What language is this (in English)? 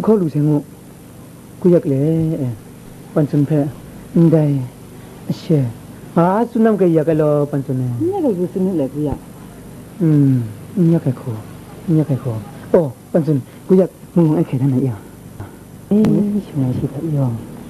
Kachin